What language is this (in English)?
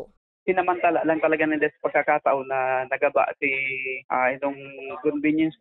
Bikol